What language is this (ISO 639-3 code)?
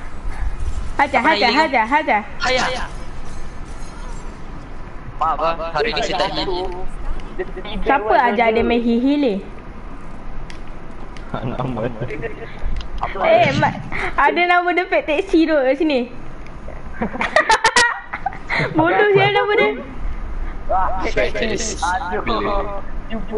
msa